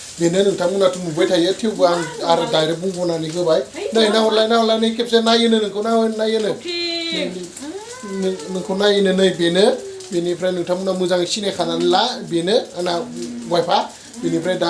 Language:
Bodo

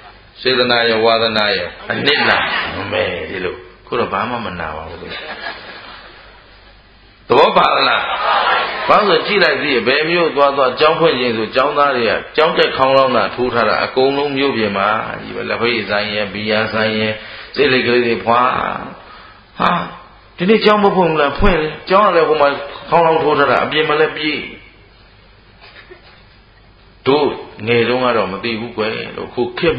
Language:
Burmese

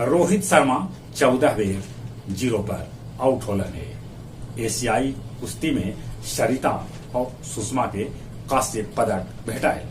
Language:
Magahi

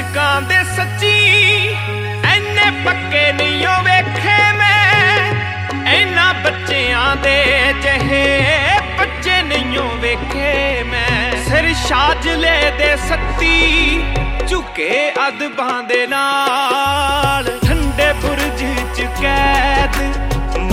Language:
Punjabi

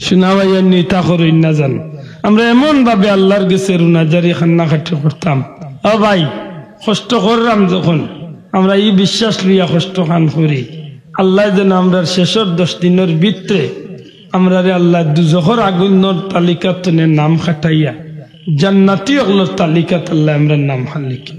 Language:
Sylheti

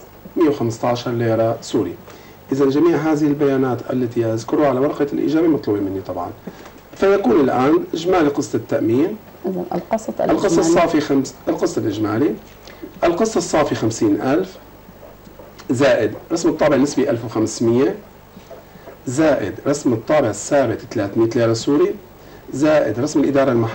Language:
Arabic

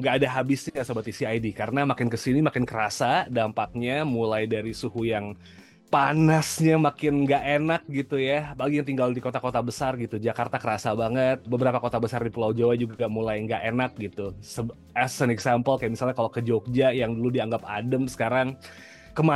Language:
Indonesian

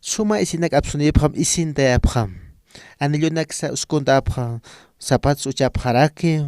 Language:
Aymara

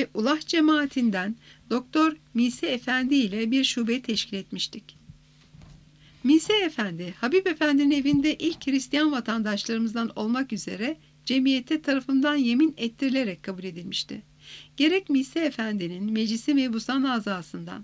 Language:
Turkish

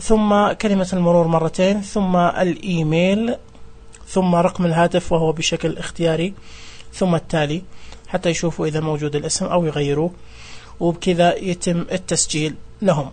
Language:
Najdi Arabic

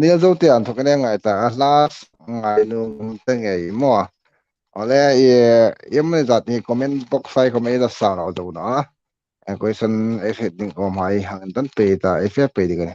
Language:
Hmar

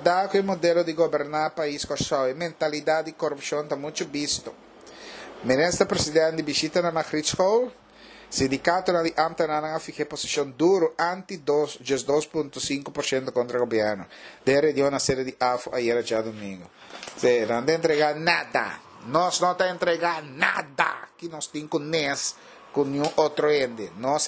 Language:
Papiamento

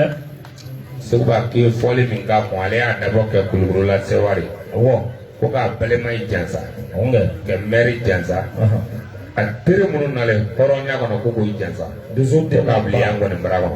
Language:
Bambara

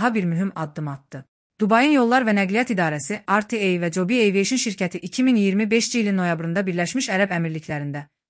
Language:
Azerbaijani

